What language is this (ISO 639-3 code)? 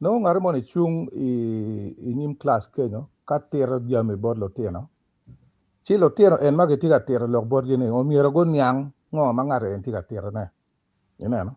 ach